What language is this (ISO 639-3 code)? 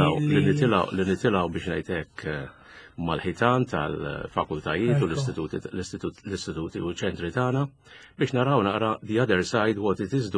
mlt